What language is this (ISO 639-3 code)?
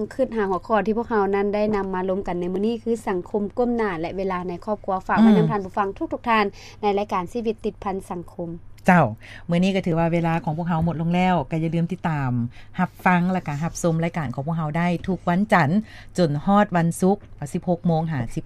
lao